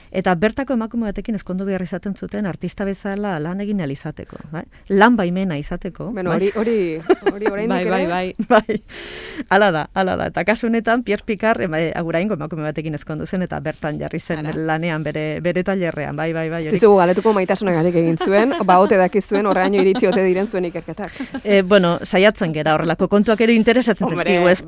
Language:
Basque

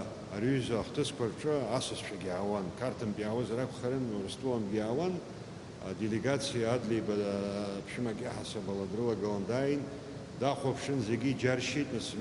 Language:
Abkhazian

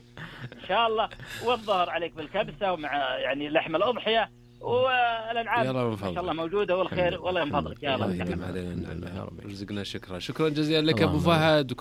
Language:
Najdi Arabic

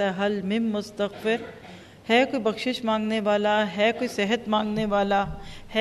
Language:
Urdu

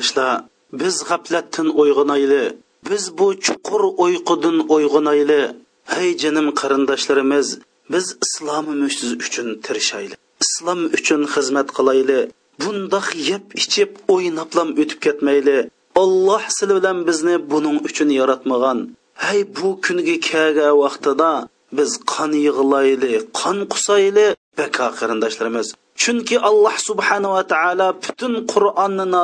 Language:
Uyghur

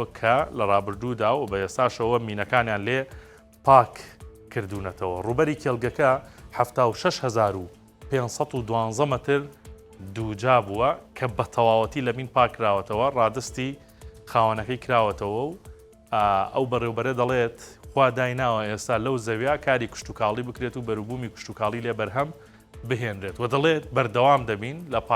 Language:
Central Kurdish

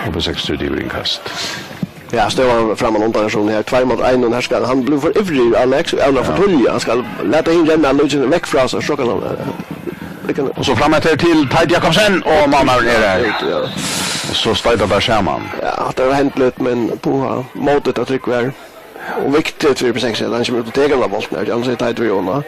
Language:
Faroese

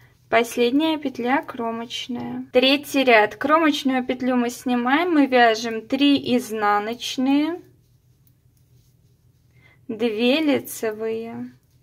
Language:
Russian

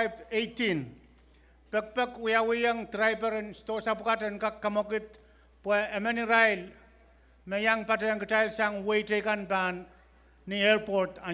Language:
Pohnpeian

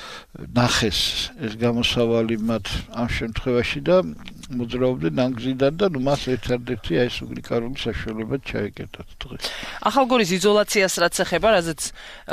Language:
Georgian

